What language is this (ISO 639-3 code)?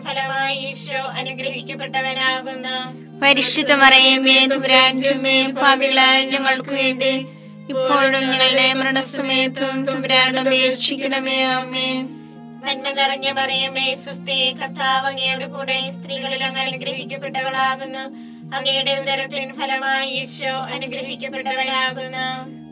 mal